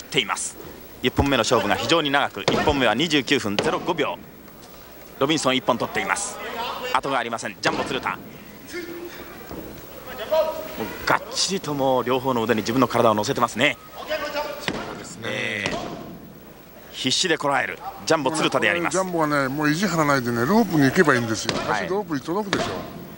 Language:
Japanese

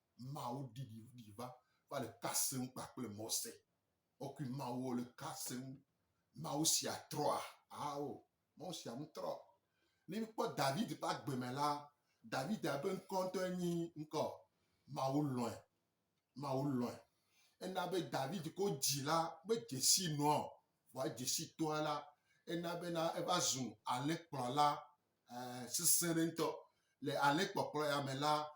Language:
Gen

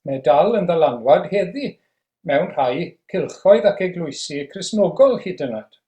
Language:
Welsh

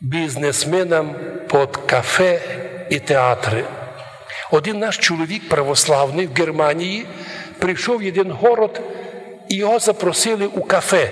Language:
Rusyn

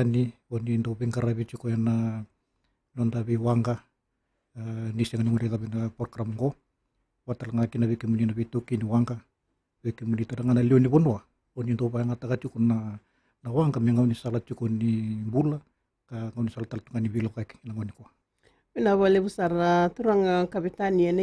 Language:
Fijian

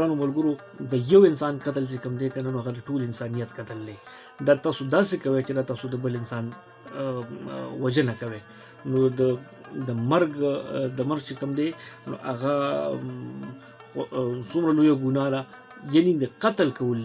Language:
Pashto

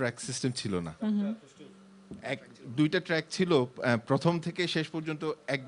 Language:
Bangla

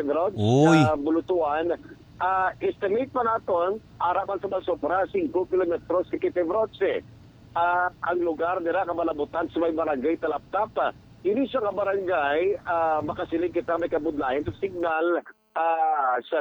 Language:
Hiligaynon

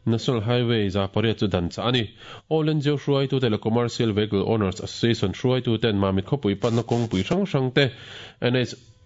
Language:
Mizo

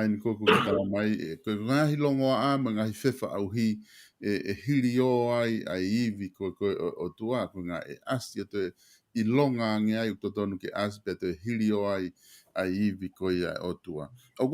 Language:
Tongan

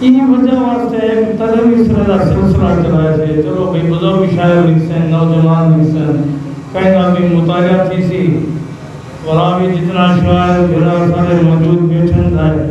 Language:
Saraiki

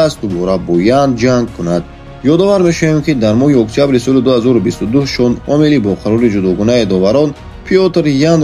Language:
Tajik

